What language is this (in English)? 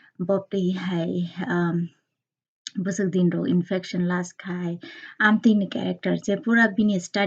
Kok Borok